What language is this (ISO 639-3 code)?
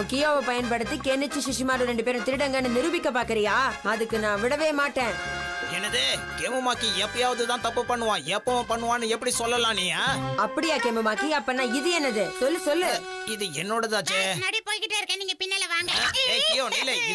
tam